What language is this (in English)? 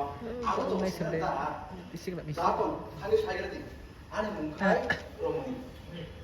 Kok Borok